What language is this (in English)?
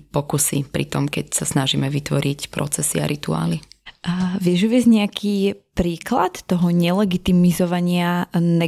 Slovak